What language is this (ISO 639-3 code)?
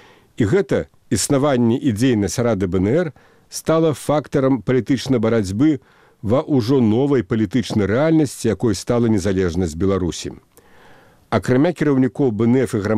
bel